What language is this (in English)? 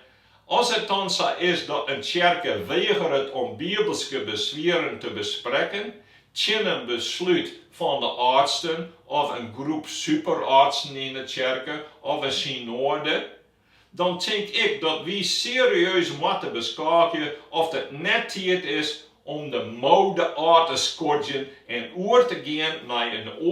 Western Frisian